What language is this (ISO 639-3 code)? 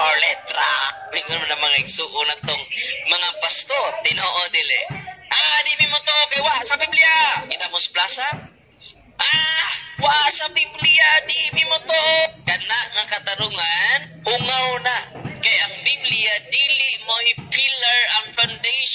ceb